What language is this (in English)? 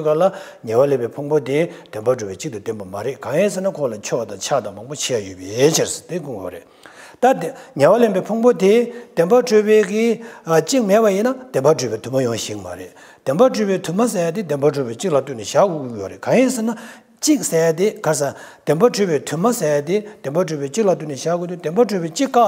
Tibetan